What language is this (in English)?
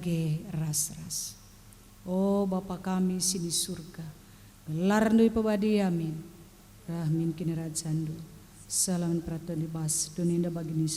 Batak Karo